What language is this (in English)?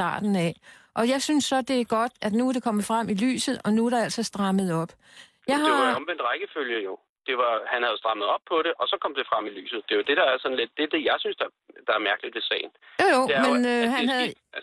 Danish